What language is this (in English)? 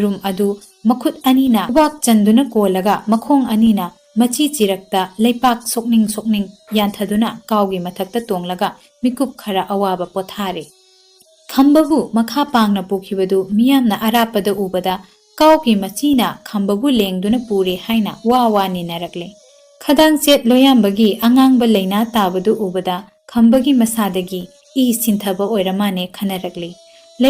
Manipuri